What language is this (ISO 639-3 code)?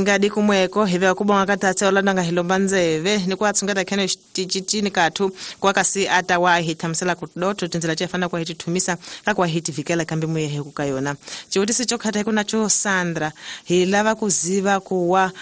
tso